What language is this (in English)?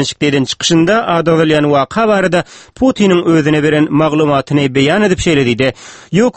Turkmen